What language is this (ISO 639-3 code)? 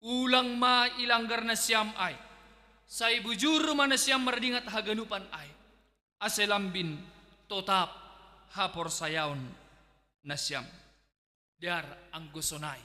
bts